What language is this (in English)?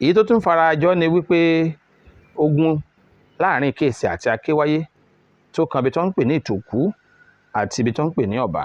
Yoruba